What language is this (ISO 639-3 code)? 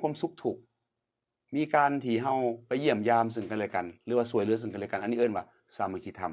lao